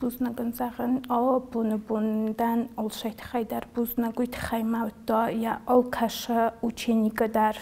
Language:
Ossetic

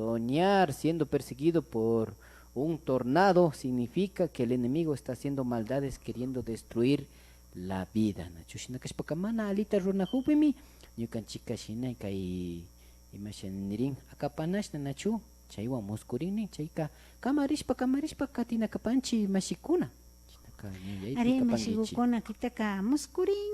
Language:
Imbabura Highland Quichua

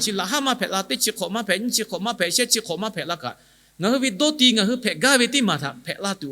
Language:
Lahu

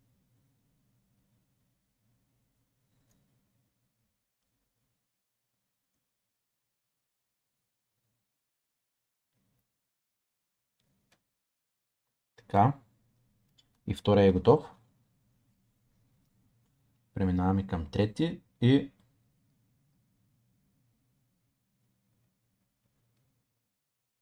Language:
Bulgarian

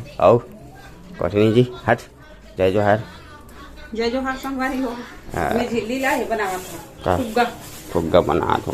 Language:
Chhattisgarhi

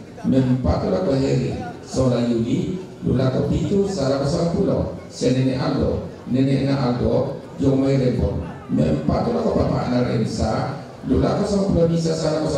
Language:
Toraja-Sa'dan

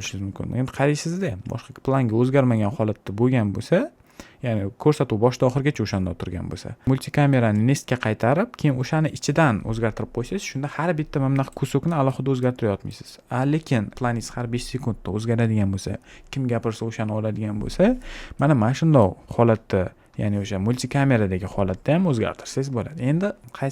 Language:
Uzbek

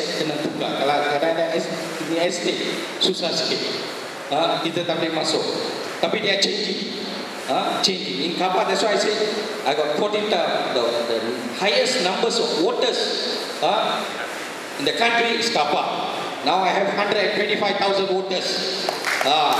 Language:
Malay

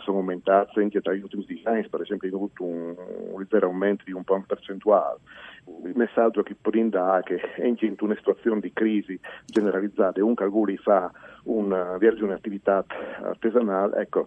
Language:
Friulian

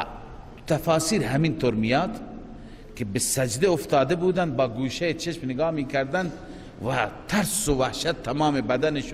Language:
Persian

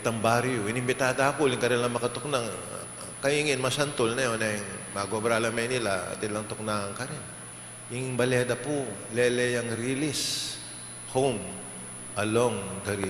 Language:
Pampanga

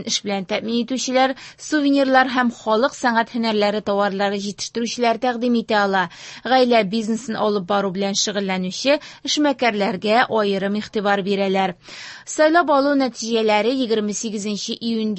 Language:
Tatar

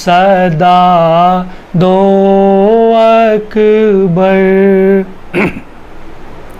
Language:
Urdu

